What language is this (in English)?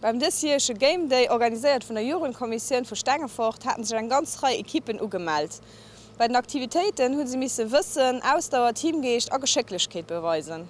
Luxembourgish